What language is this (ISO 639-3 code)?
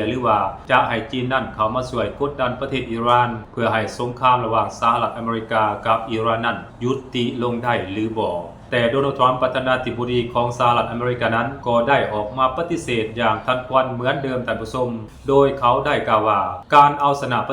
lao